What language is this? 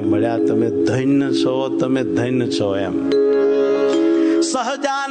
Gujarati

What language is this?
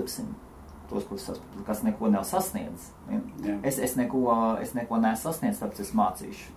Latvian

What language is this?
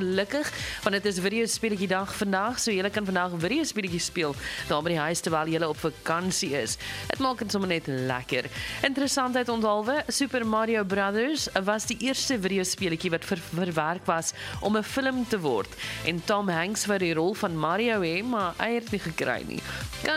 Afrikaans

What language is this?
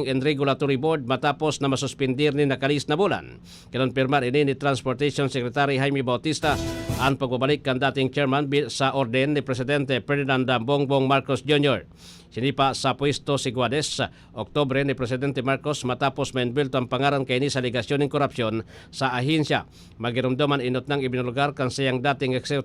Bikol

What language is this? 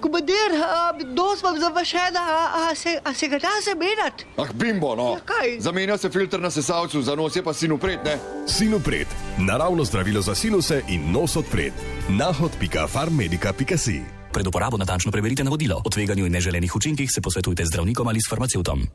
Slovenian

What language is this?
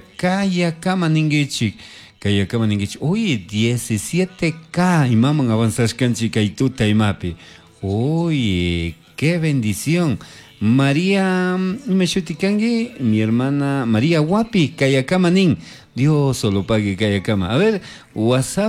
Chimborazo Highland Quichua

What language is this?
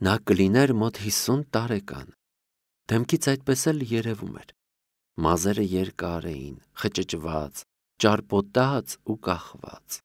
Armenian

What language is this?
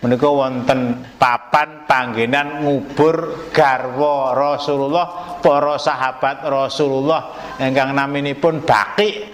Javanese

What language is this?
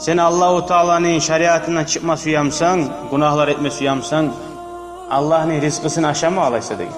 Kumyk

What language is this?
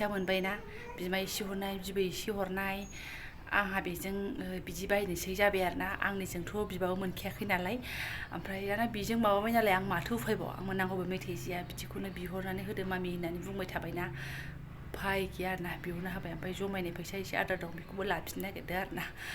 Bodo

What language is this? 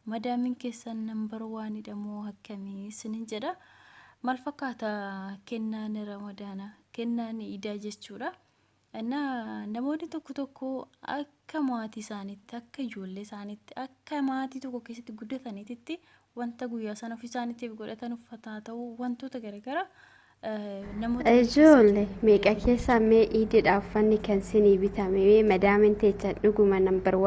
Oromo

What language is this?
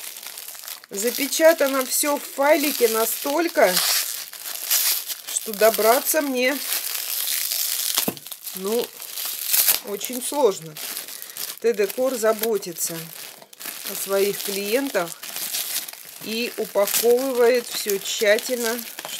Russian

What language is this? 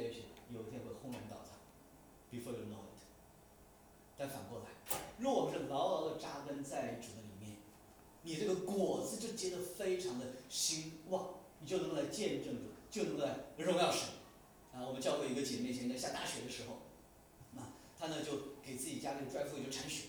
Chinese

